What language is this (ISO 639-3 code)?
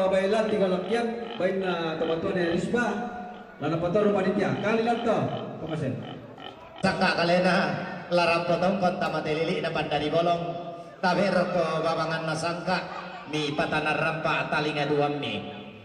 sda